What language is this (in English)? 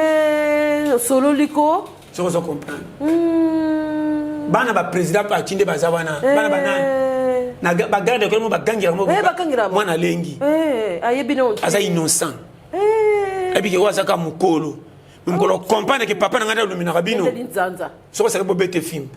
Lingala